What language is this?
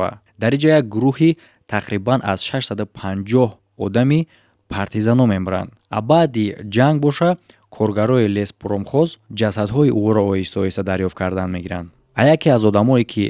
Tajik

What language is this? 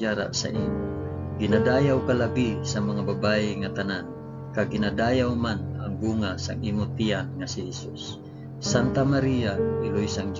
Hiligaynon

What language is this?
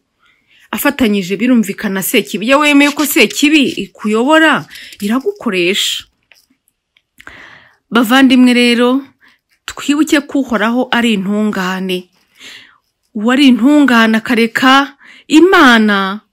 Kinyarwanda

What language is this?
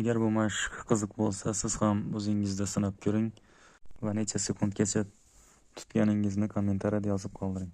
Uzbek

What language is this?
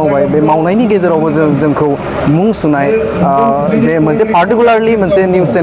Bodo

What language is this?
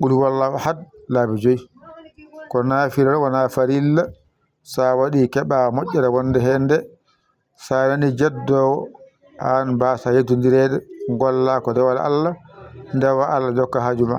Fula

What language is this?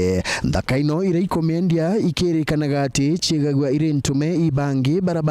Meru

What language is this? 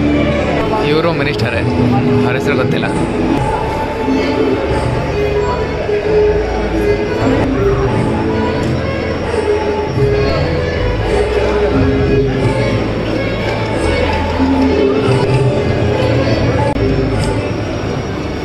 Kannada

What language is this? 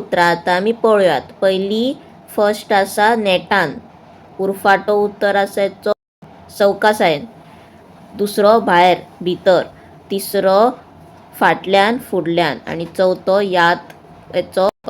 Konkani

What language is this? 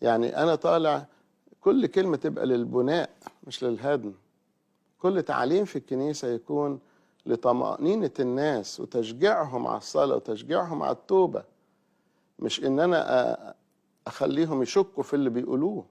Egyptian Arabic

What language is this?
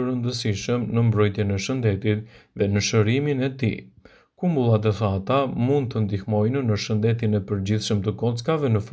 Albanian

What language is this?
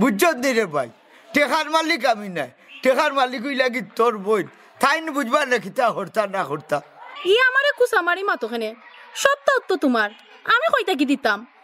Sylheti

